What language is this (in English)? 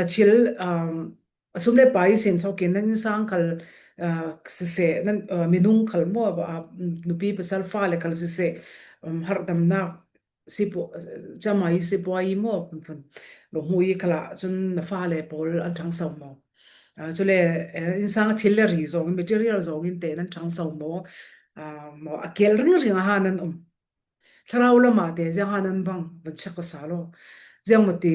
Falam Chin